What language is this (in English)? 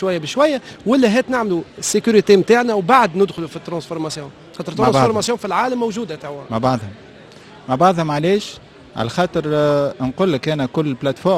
Tunisian Arabic